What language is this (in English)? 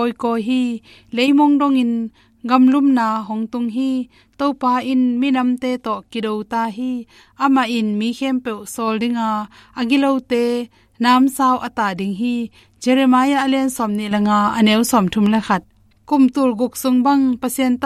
Tedim Chin